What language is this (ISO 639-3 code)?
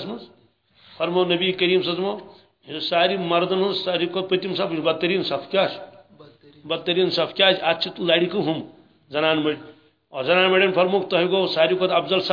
kas